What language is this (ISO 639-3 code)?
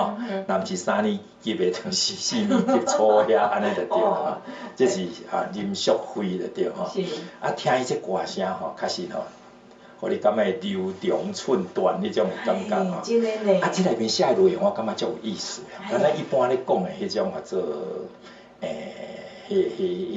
nan